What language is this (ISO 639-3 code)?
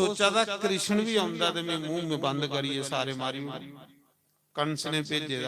doi